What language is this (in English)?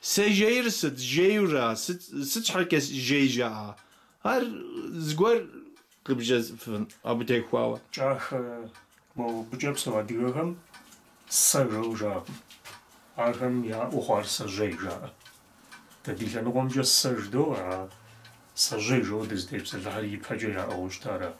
Kabardian